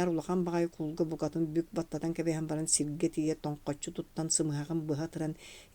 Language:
Yakut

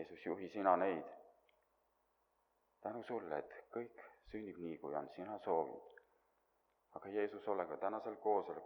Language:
Estonian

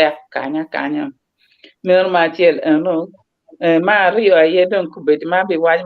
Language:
Acoli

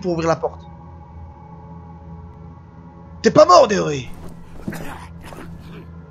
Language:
French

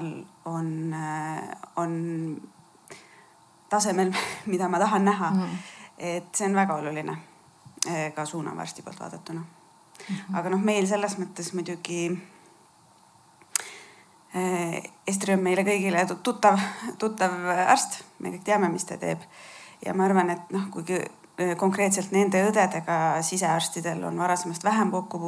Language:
Estonian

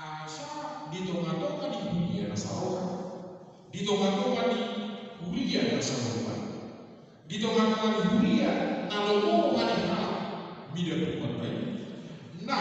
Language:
Batak Toba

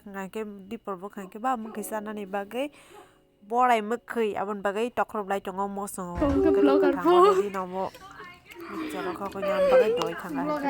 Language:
Kok Borok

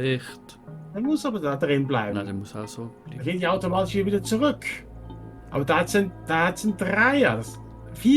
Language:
Swiss German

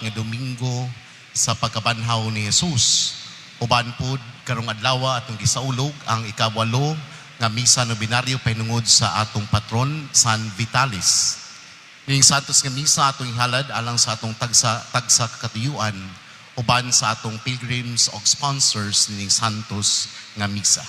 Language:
Cebuano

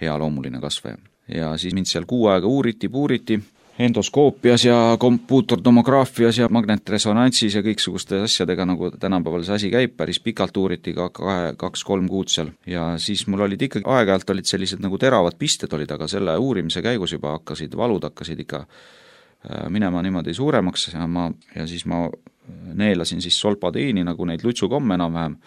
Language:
Estonian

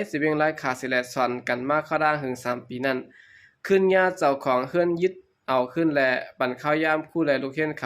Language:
Shan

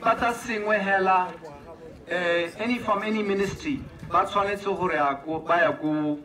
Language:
Tswana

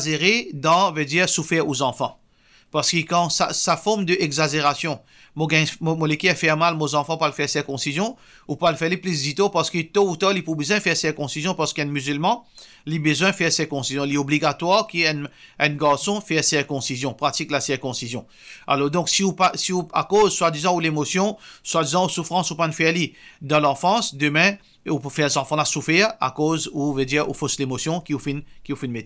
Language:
Morisyen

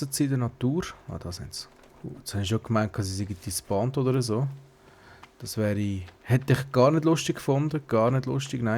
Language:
Swiss German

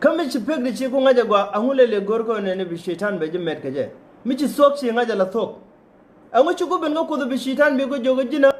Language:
Nuer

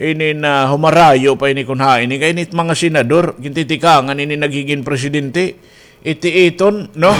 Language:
Waray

